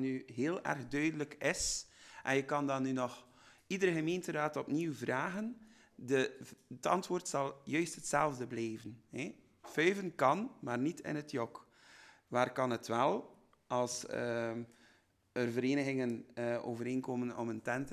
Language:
Dutch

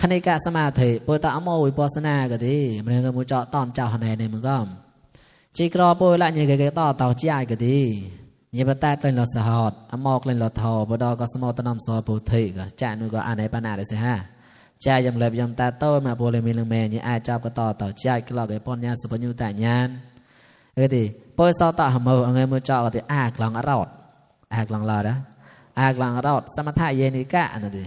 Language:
Mon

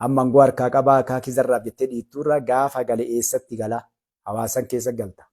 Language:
Oromo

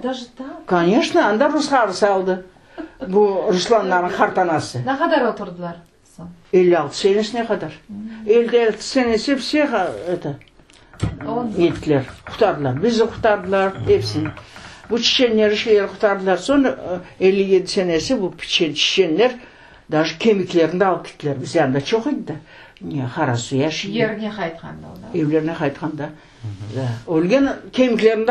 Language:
Crimean Tatar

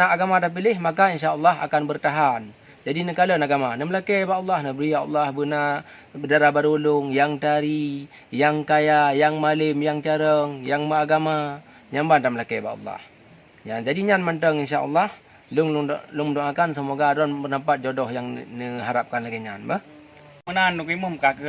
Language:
Achinese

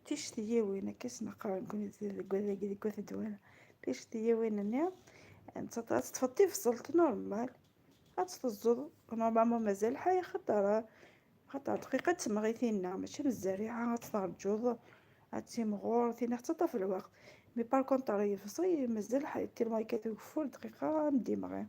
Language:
Kabyle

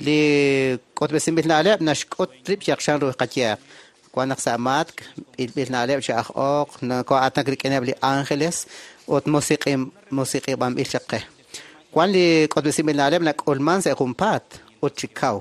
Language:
Kekchí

